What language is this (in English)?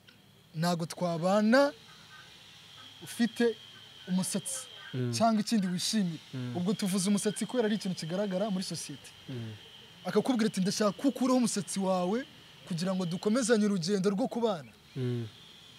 Kinyarwanda